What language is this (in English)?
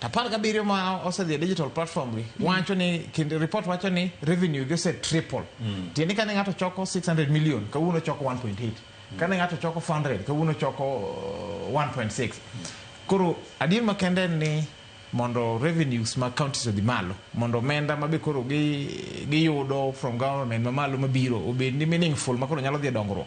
Luo (Kenya and Tanzania)